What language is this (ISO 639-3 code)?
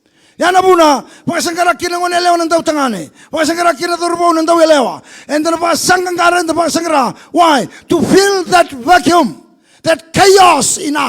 fij